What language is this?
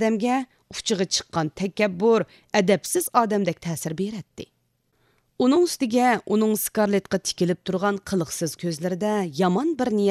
Uyghur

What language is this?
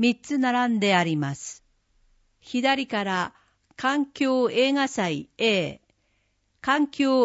Japanese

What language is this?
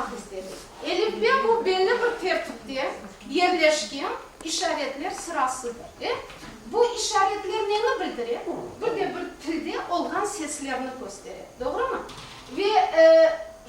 Crimean Tatar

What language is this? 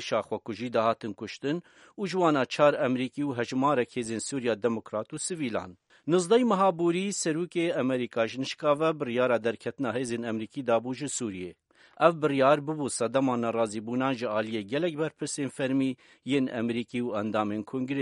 Kurdish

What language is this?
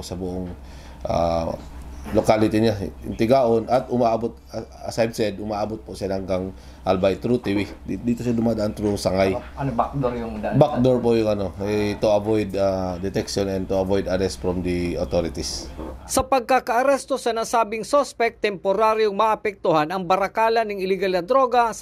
Bikol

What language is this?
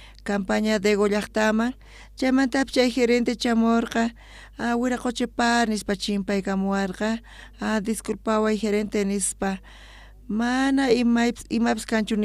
South Bolivian Quechua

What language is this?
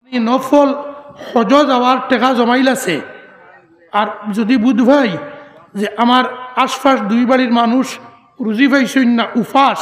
Sylheti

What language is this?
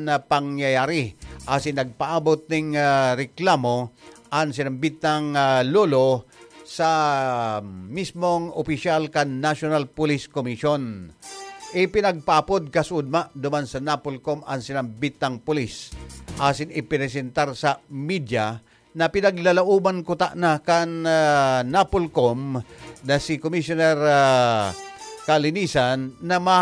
Bikol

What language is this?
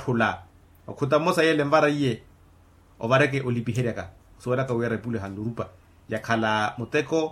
Makhuwa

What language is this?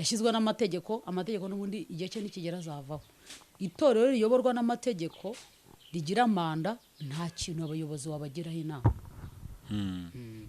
Kinyarwanda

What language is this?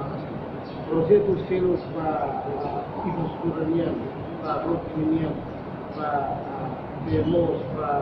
Tetum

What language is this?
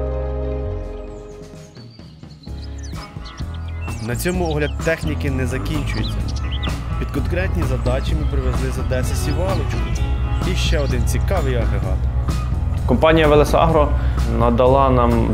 Ukrainian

